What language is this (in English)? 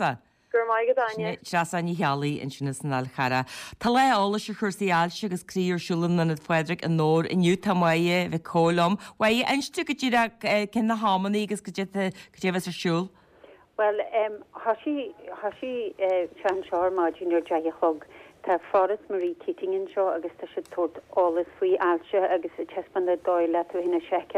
Irish